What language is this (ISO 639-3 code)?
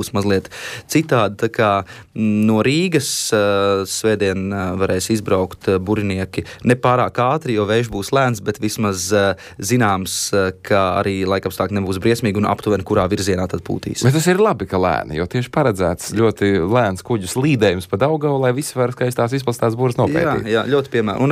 lav